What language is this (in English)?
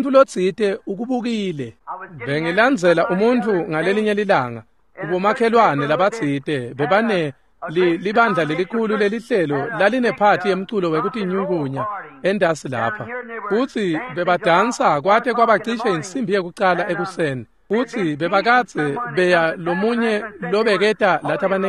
Swati